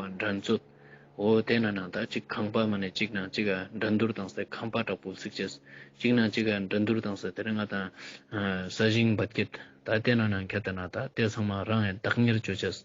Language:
Ladakhi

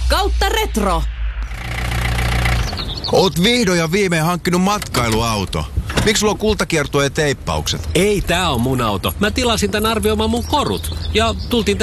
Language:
Finnish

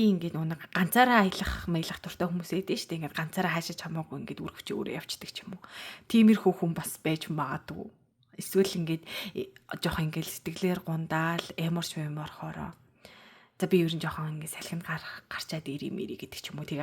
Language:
Mongolian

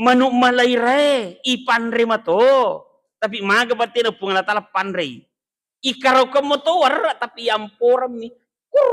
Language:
Buginese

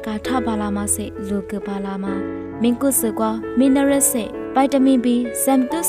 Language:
Lisu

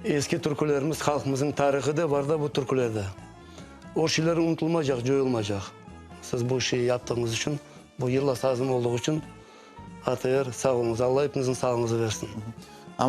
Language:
Crimean Tatar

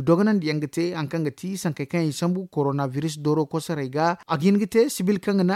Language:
Zarma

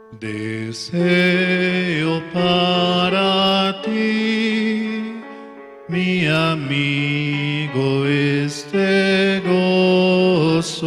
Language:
South Bolivian Quechua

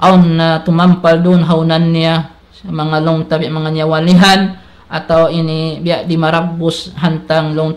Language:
Tausug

